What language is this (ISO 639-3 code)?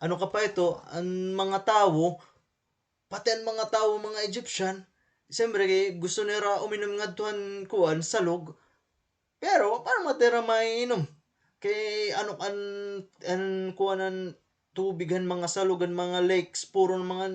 war